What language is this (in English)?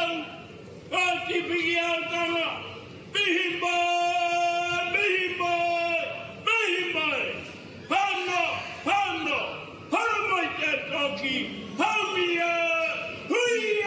Māori